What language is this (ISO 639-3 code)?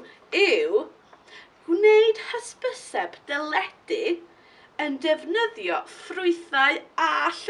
cym